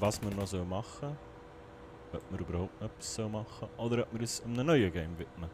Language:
Swiss German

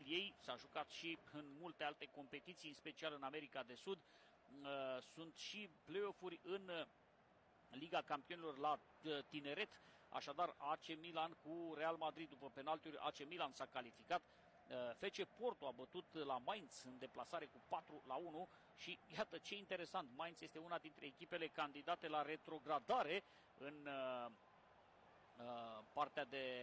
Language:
Romanian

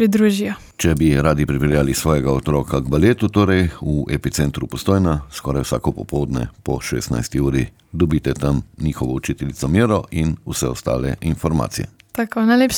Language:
Slovenian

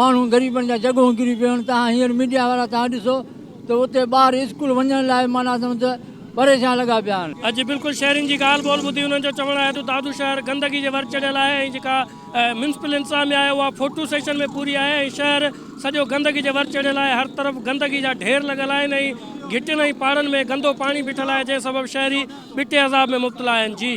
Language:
Sindhi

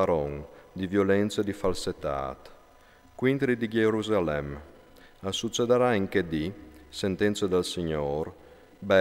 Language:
Friulian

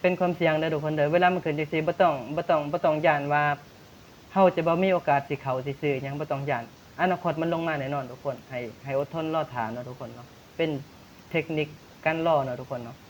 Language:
Lao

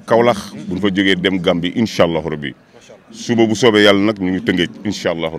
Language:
Wolof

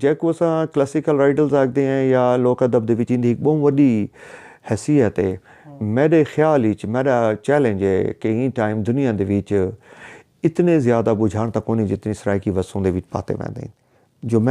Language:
Saraiki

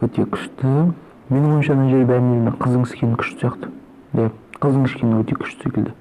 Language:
Kazakh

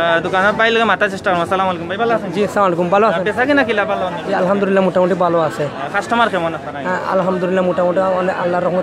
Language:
Sylheti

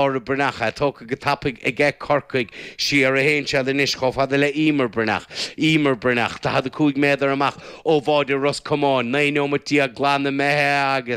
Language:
Irish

